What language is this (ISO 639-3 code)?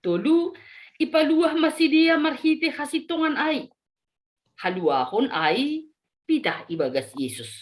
bts